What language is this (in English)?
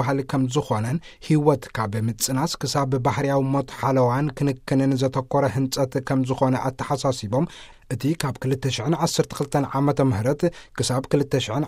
Tigrinya